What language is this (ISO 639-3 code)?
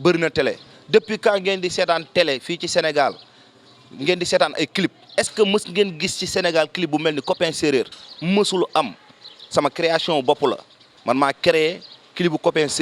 wol